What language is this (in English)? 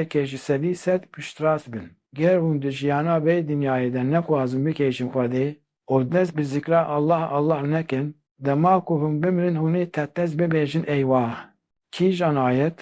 Kurdish